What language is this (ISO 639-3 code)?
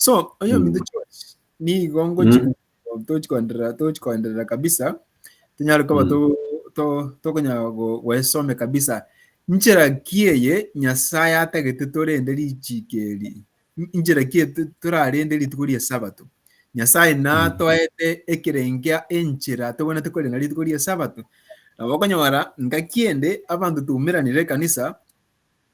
guz